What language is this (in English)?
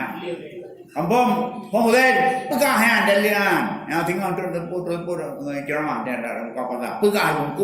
Achinese